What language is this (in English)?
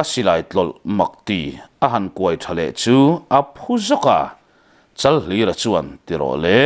Mizo